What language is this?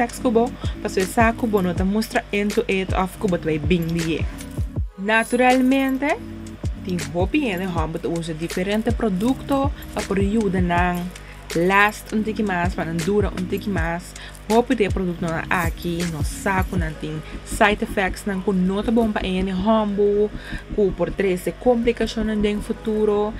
Papiamento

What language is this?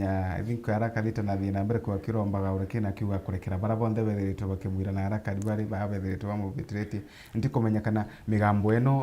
Meru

